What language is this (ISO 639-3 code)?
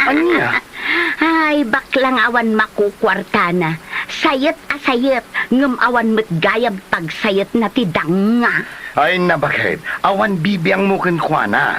ilo